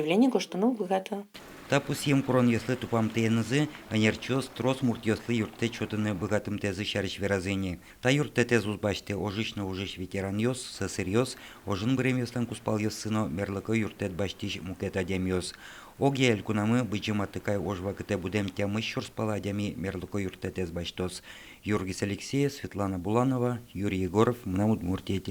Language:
Udmurt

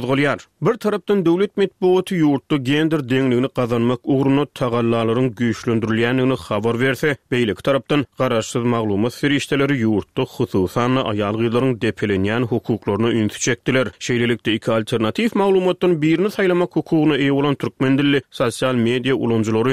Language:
Turkmen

